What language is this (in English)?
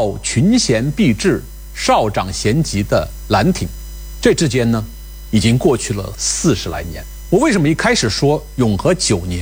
Chinese